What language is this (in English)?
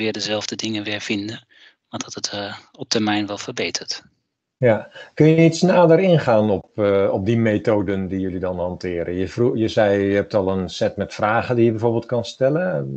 Dutch